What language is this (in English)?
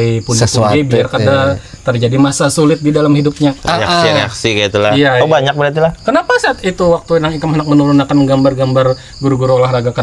Banjar